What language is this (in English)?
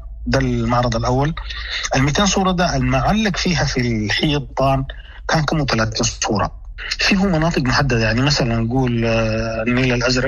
Sudanese Arabic